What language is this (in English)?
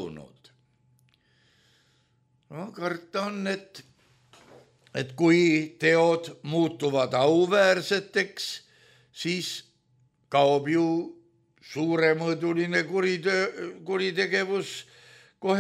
Estonian